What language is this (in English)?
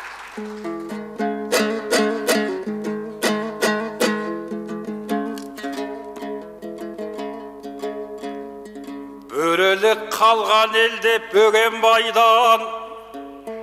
Kazakh